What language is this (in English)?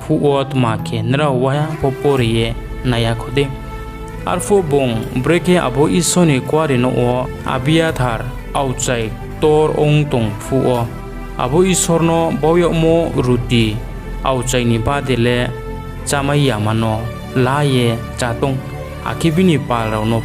Riang (India)